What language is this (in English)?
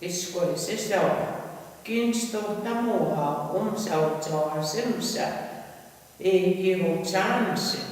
Plains Cree